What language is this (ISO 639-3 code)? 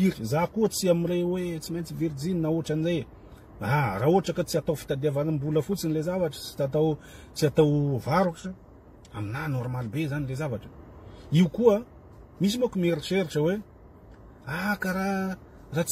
mlg